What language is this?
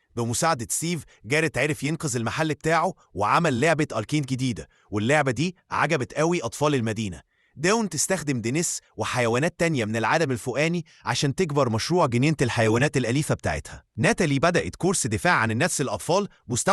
Egyptian Arabic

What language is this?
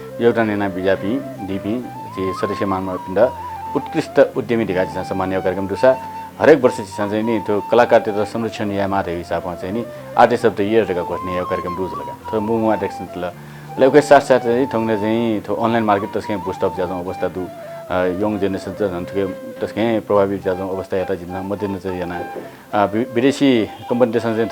Newari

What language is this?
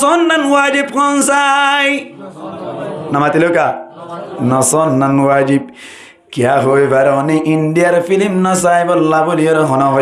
Rohingya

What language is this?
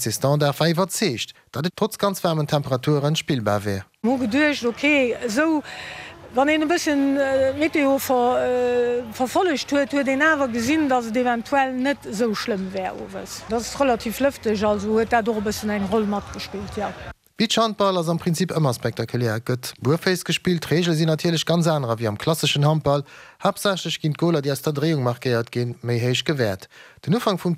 Luxembourgish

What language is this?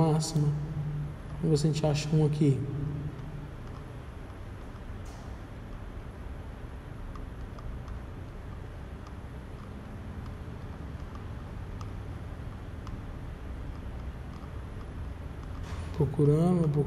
Portuguese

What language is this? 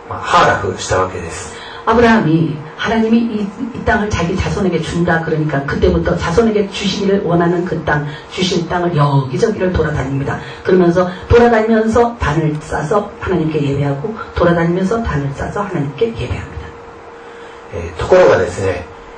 Korean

